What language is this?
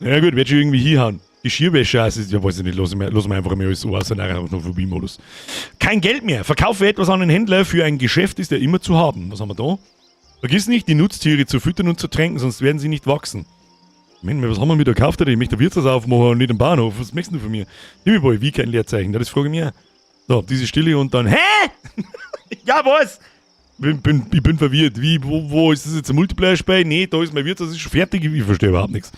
Bavarian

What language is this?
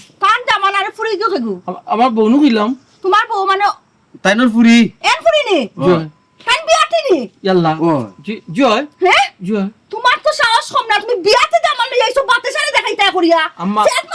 Sylheti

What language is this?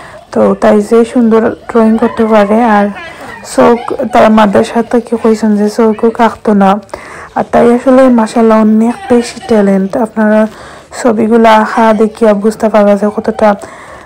Sylheti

